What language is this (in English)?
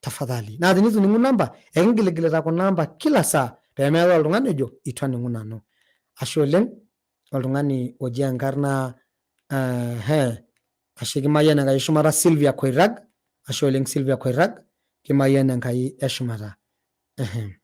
Masai